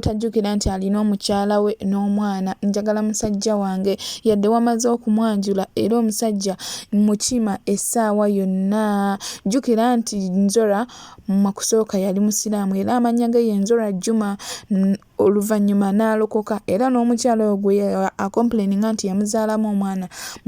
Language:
Ganda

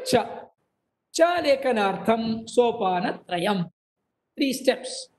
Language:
Sanskrit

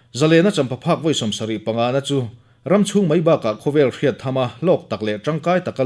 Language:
Mizo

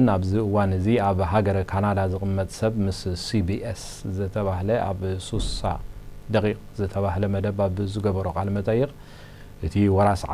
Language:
Tigrinya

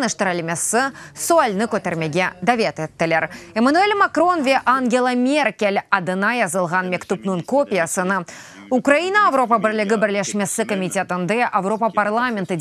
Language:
Crimean Tatar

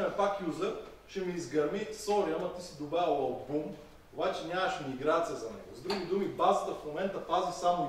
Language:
Bulgarian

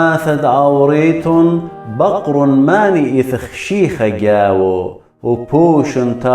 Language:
Assyrian Neo-Aramaic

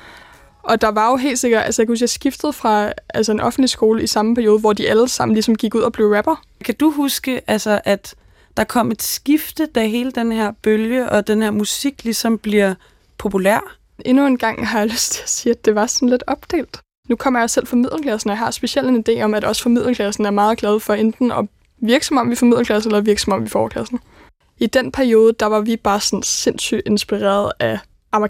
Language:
Danish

